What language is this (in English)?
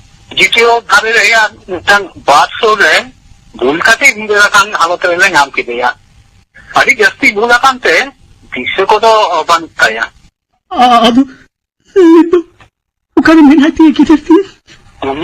Santali